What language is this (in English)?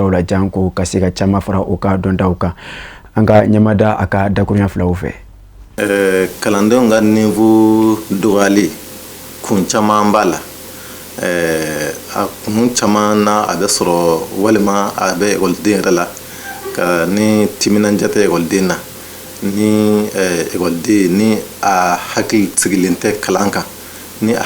Bambara